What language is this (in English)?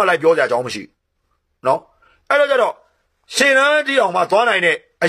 Burmese